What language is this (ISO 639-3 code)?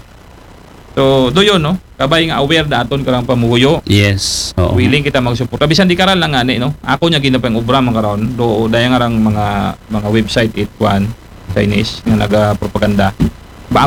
akl